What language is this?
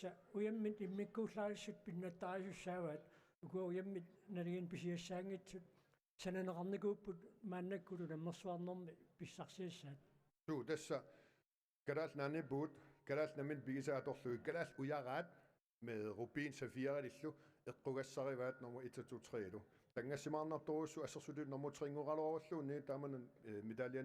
Kalaallisut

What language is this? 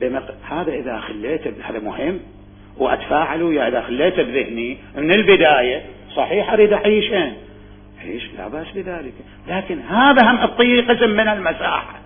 Mesopotamian Arabic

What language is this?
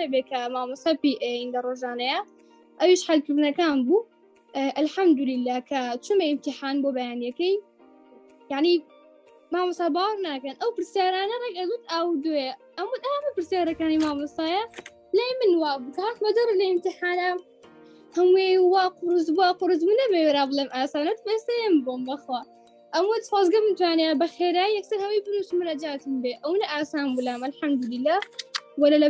Central Kurdish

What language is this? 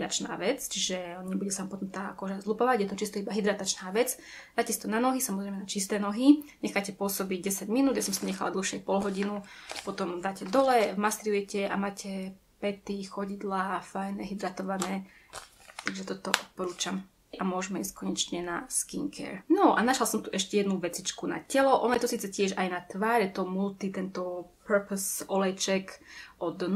Slovak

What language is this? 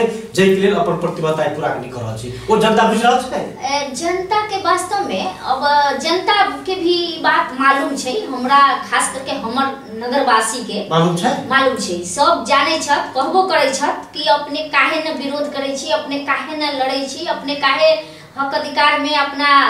Maithili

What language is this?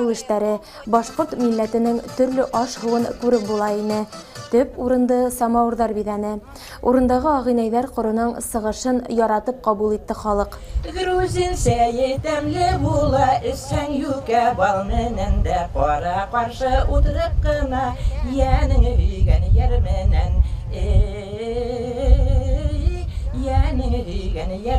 Bashkir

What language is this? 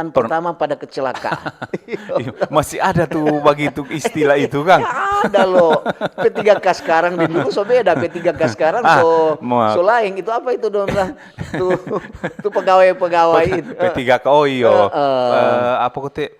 Manado Malay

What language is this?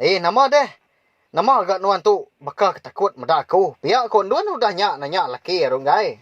Iban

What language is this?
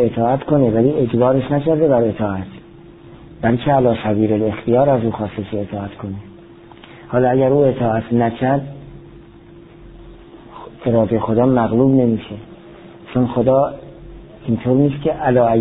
Persian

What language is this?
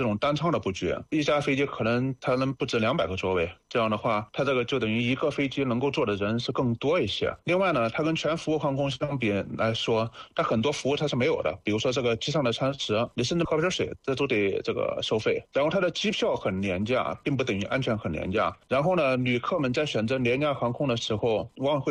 Chinese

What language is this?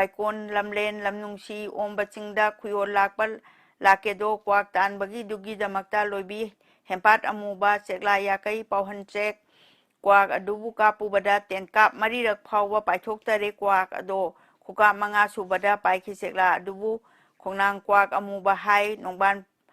Manipuri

